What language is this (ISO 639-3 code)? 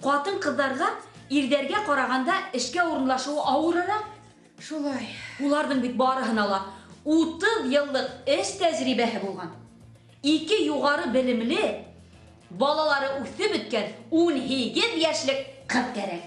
bak